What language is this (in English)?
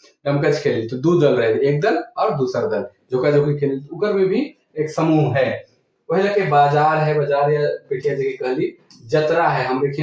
Sadri